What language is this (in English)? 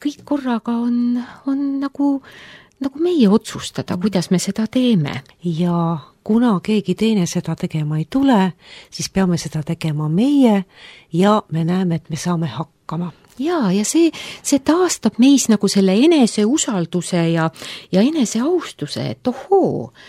Estonian